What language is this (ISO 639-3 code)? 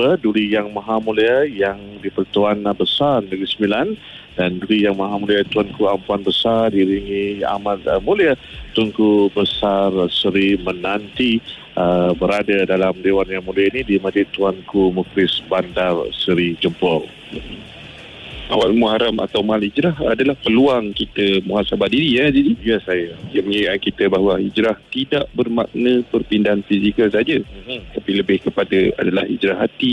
msa